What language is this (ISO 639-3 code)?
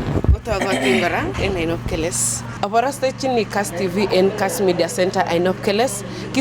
kln